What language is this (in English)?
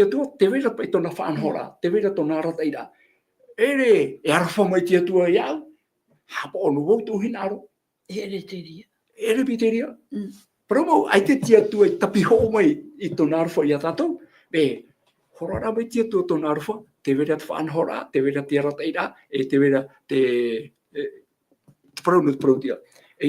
Tahitian